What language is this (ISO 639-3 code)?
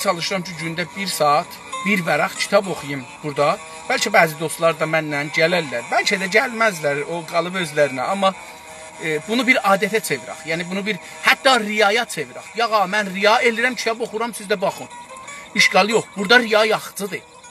azb